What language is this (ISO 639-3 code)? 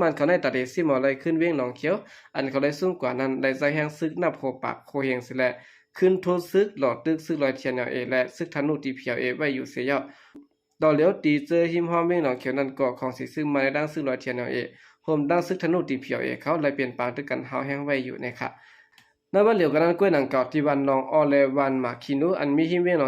shn